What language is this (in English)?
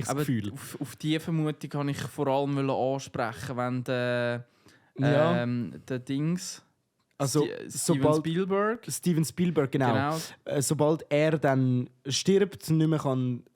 Swiss German